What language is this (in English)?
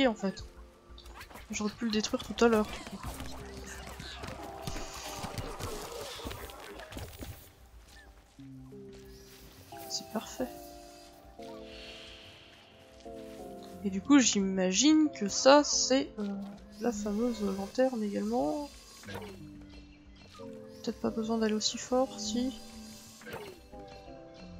French